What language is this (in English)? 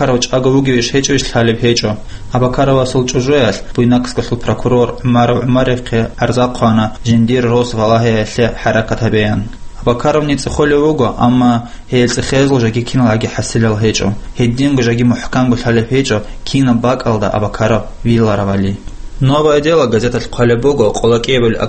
Avaric